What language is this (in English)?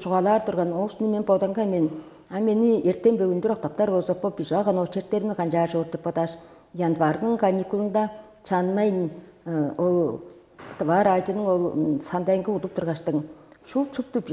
Tuvinian